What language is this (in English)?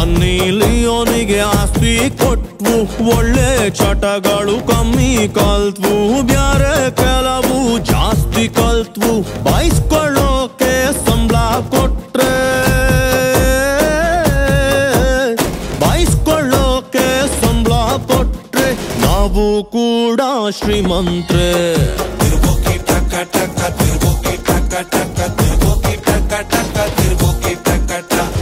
Kannada